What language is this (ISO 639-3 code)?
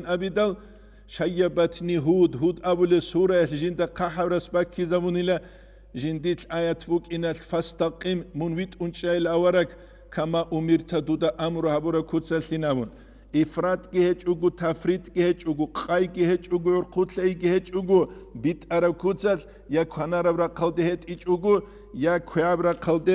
ava